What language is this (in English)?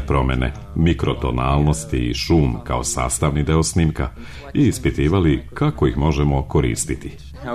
Serbian